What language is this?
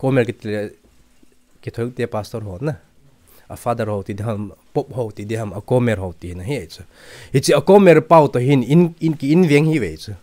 Thado Chin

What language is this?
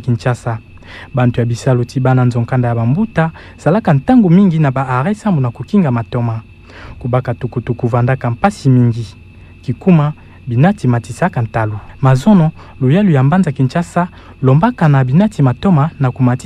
Kituba (Democratic Republic of Congo)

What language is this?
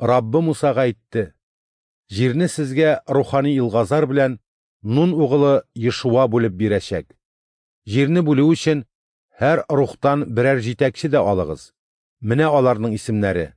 Tatar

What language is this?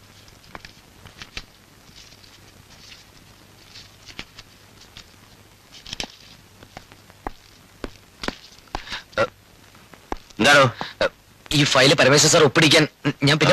Malayalam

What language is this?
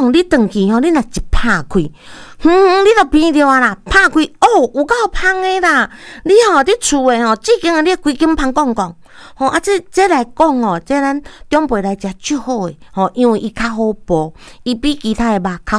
Min Nan Chinese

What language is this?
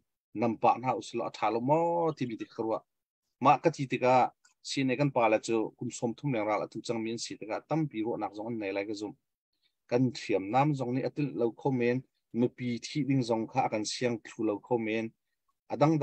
Hakha Chin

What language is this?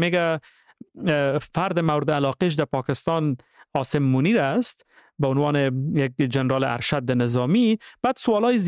Persian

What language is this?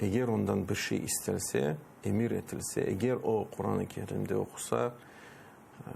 Crimean Tatar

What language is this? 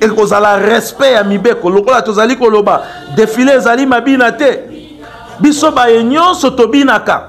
Lingala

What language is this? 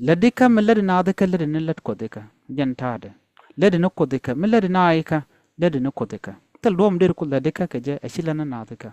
Nuer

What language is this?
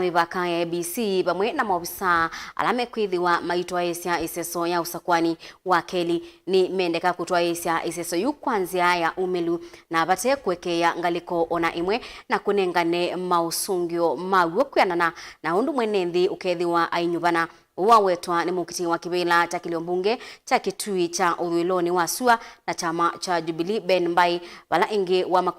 Kamba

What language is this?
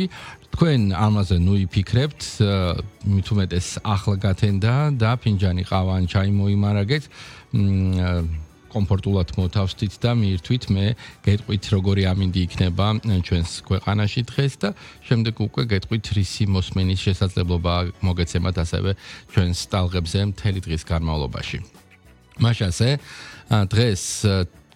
Georgian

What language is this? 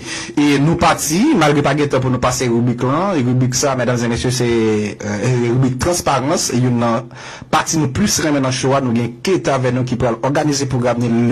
Haitian Creole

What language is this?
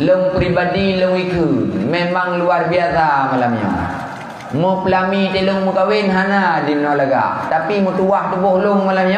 Achinese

